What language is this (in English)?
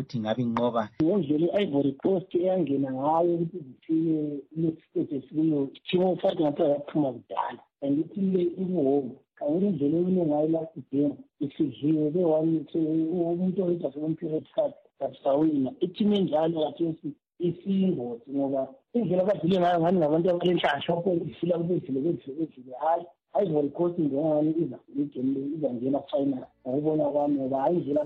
North Ndebele